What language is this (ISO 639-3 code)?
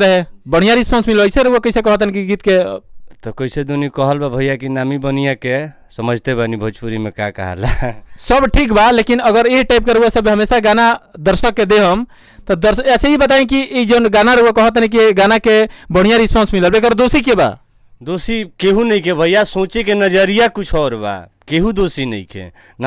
bho